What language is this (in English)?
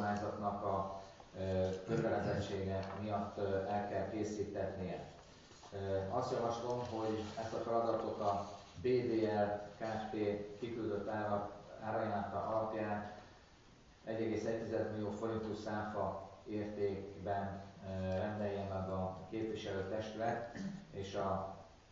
Hungarian